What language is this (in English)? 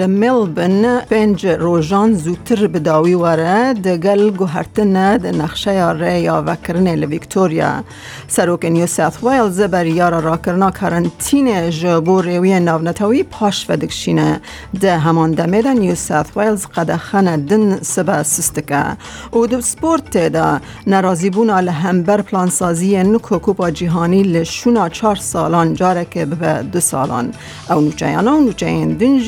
Kurdish